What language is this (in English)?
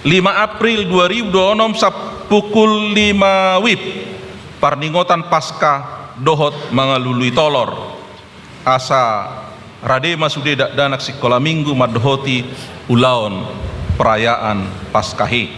Batak Toba